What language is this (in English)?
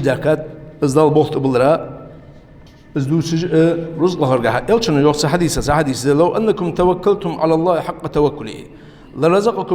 Ingush